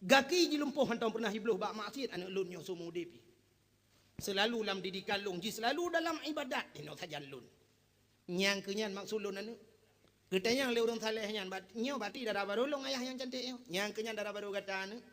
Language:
Achinese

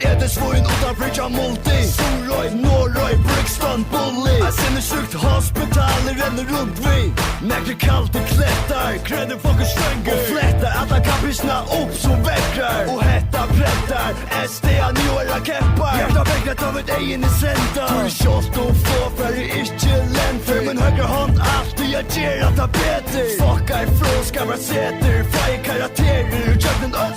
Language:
Faroese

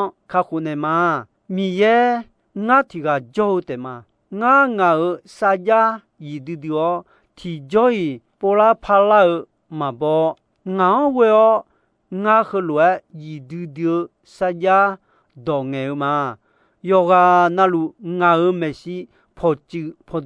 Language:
Akha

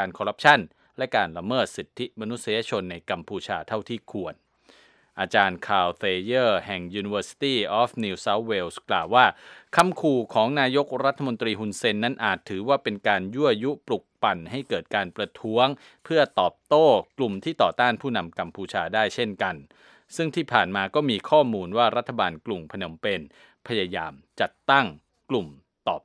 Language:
Thai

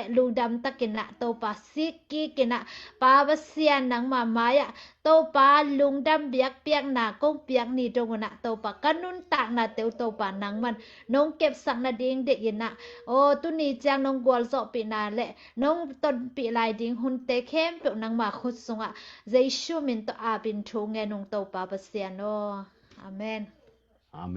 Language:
Tedim Chin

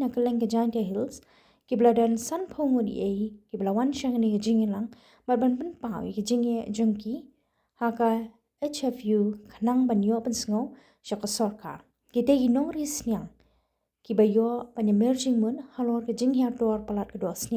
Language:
Khasi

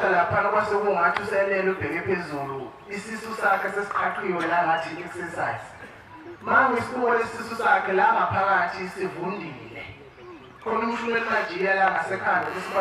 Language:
Zulu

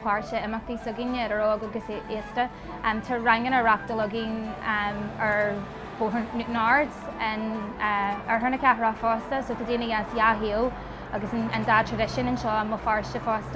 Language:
Irish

